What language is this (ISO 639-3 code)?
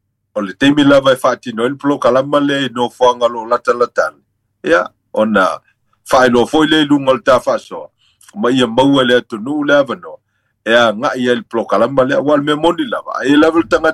smo